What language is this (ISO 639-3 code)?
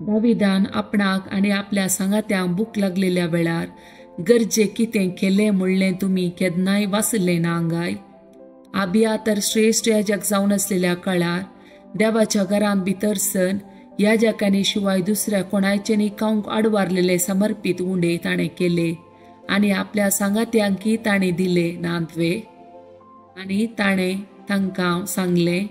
kok